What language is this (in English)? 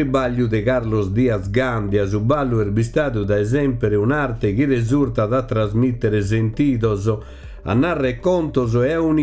Sardinian